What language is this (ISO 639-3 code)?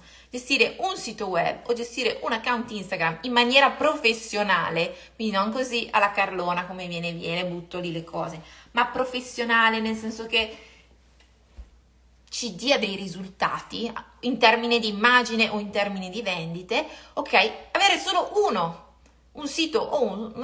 ita